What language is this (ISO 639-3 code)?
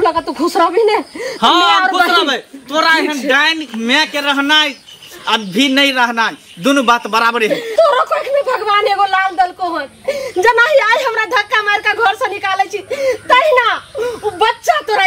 mai